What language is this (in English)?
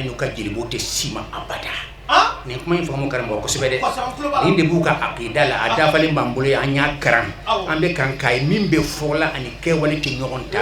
Bambara